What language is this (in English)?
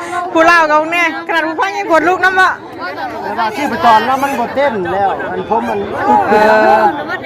Northeastern Thai